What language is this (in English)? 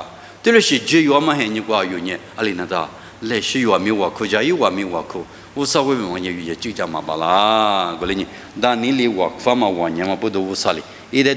Lisu